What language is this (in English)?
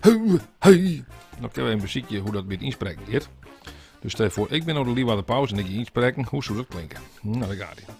Western Frisian